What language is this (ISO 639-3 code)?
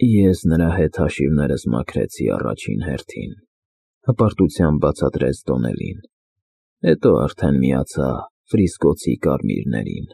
hye